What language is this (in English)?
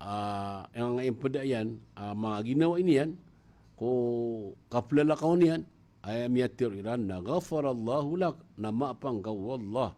Maranao